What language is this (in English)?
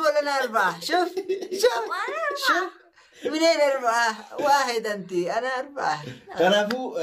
Oromo